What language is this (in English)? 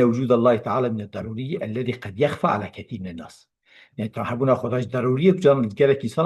Kurdish